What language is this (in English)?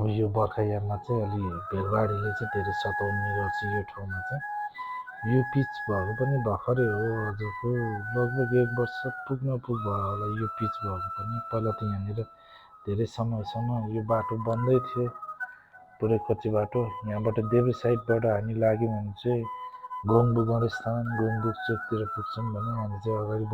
Nepali